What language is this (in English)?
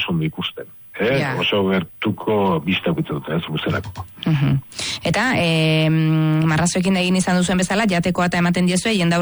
Basque